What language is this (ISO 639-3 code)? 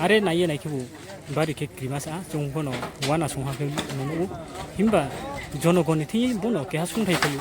ria